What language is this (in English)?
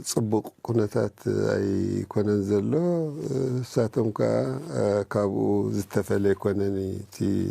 Tigrinya